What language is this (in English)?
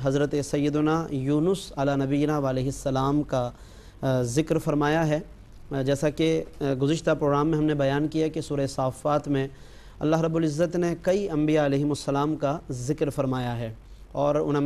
Urdu